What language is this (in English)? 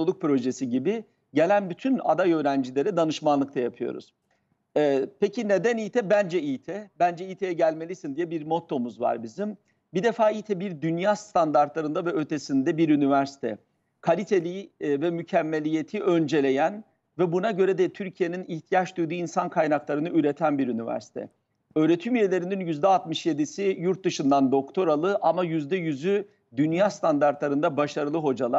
Turkish